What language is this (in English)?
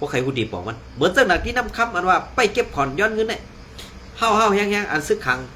Shan